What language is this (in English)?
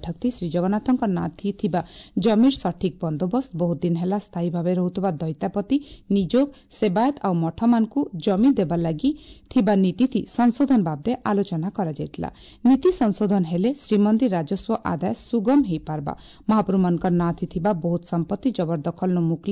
Odia